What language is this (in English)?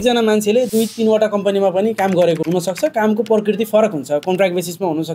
Nepali